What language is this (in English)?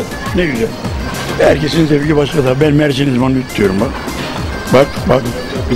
Turkish